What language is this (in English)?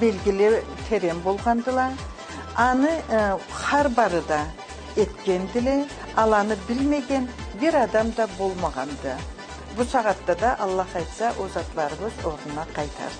Karachay-Balkar